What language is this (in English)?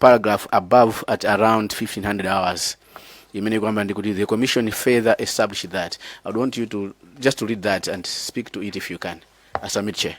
Nyanja